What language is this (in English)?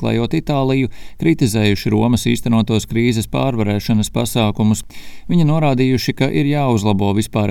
Latvian